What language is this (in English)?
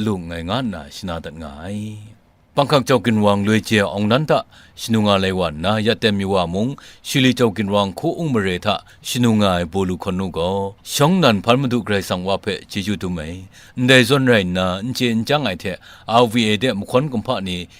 Kachin